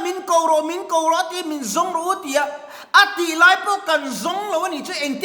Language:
Mizo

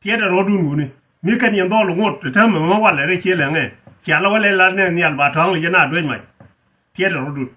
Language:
Nuer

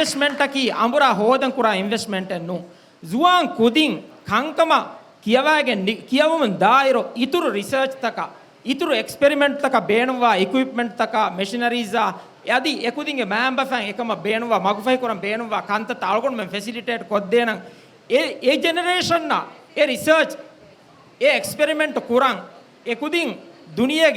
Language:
Divehi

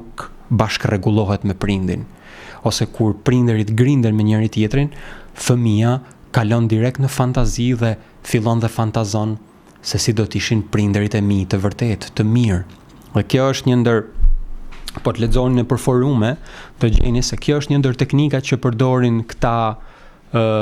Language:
Albanian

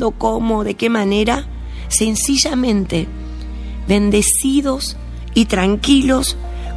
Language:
Spanish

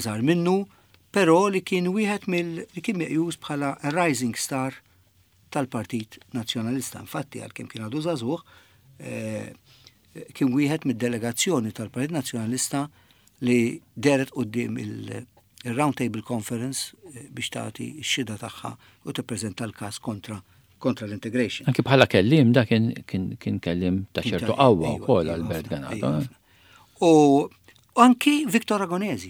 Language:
Maltese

